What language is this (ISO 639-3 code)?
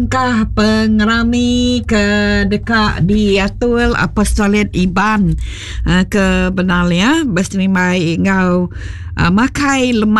iba